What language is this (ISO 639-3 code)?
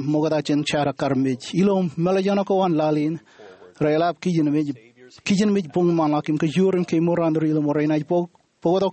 mah